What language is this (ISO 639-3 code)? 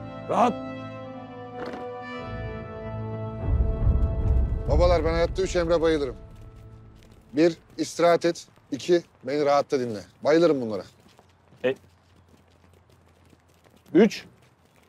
tur